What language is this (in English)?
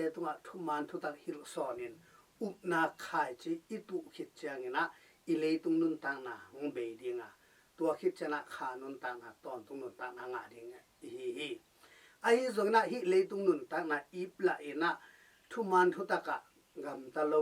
Tedim Chin